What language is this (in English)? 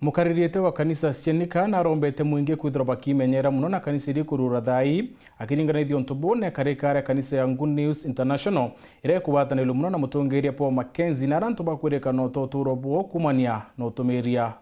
Meru